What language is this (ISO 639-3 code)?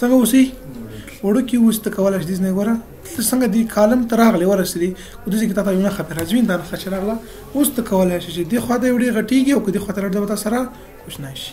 pus